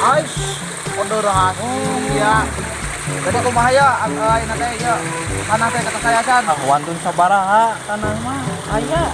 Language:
Sundanese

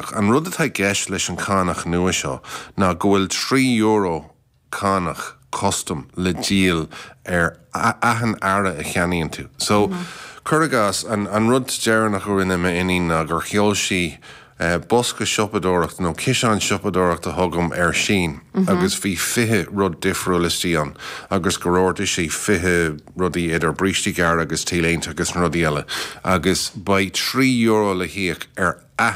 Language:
Irish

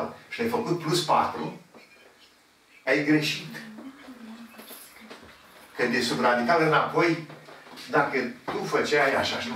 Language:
Romanian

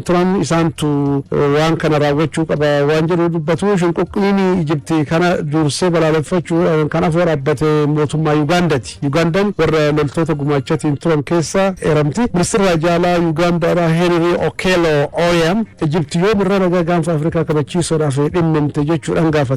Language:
Oromo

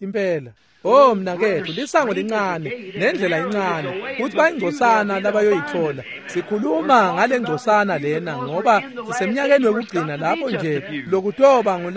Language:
Swati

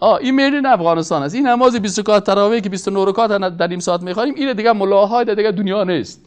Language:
Persian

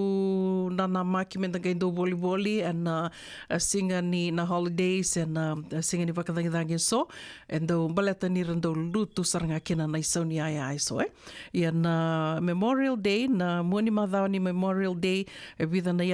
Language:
Fijian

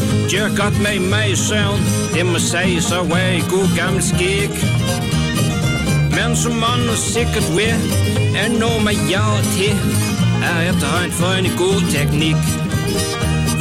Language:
Danish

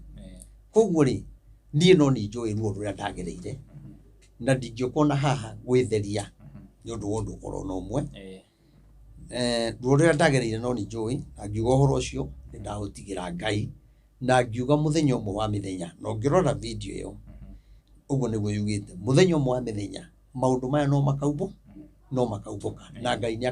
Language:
Kikuyu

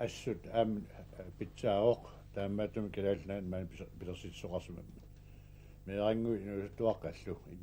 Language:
Kalaallisut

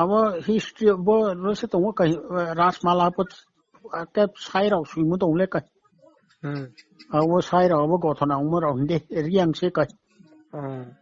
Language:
Riang (India)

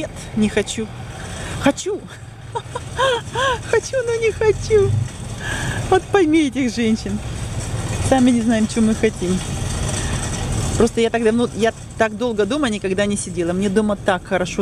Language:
Russian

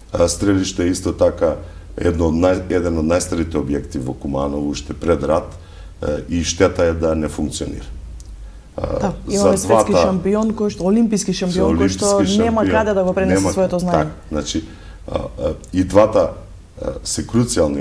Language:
Macedonian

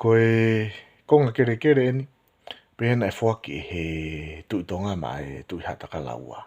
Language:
Tongan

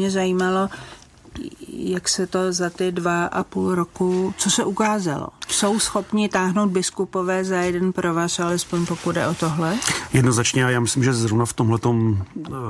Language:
Czech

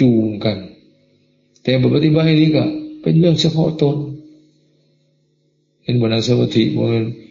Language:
Lao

